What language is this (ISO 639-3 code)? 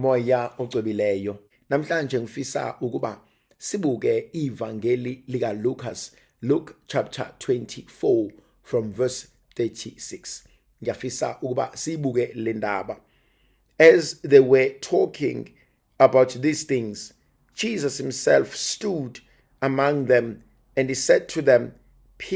zul